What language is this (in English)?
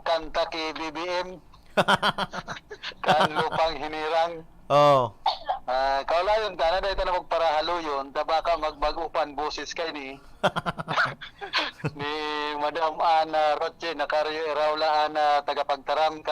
Bikol